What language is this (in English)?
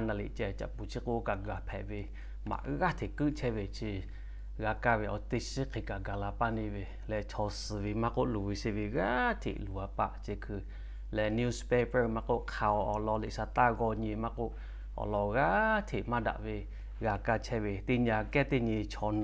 Lahu